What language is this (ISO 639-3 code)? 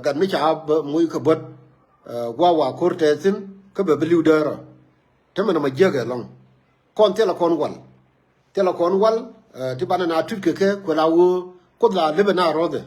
nus